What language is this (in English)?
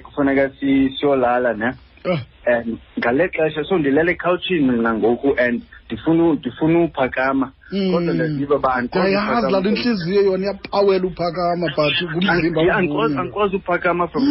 Xhosa